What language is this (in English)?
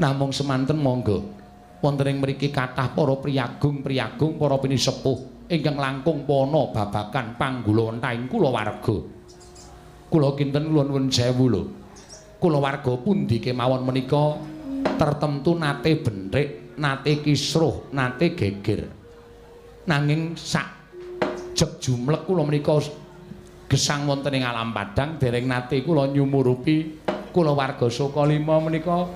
Javanese